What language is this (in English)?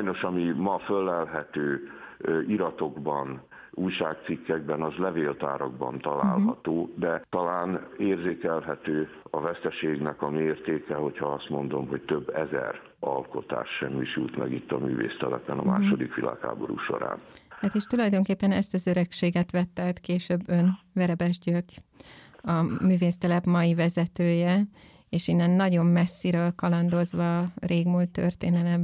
Hungarian